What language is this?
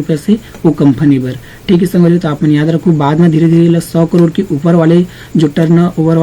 Chhattisgarhi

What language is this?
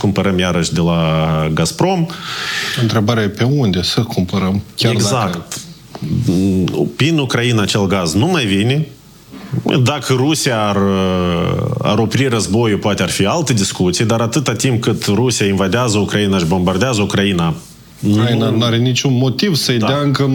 Romanian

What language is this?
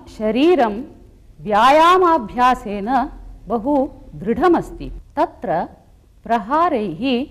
Sanskrit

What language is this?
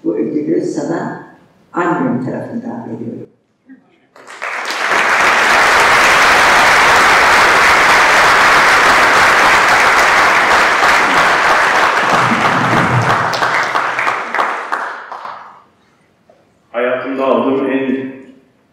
Turkish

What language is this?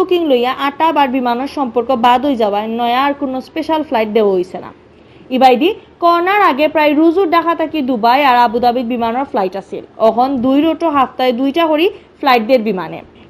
Sylheti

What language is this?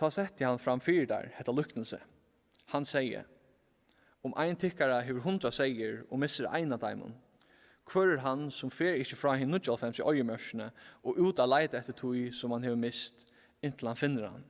Faroese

